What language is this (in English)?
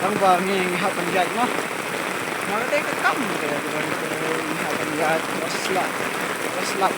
Khasi